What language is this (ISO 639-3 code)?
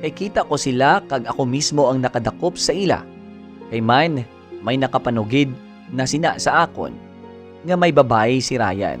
hil